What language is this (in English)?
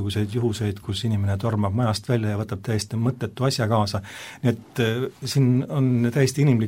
Estonian